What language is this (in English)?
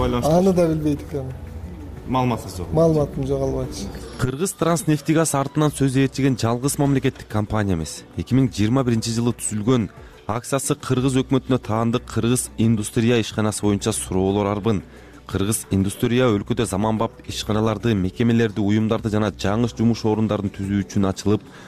Kyrgyz